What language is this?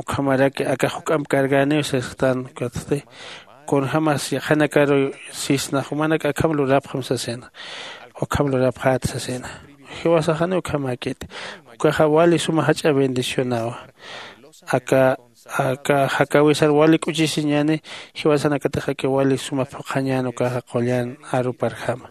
Aymara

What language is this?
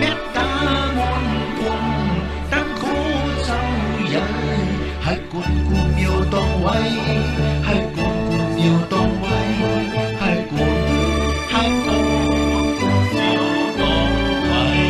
Shan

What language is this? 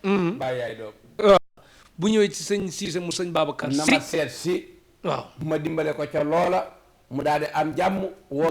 Wolof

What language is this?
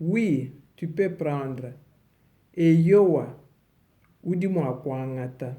Luba-Lulua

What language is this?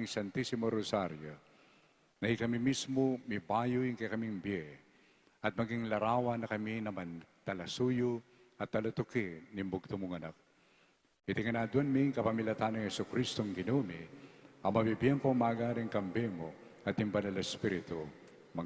Pampanga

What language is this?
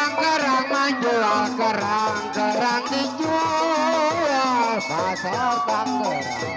Betawi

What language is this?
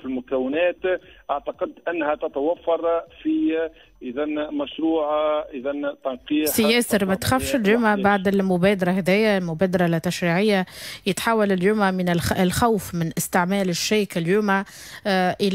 Tunisian Arabic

